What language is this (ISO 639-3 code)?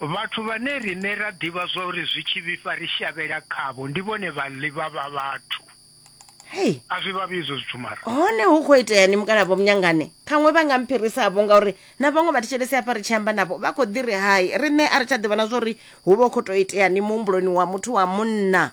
ven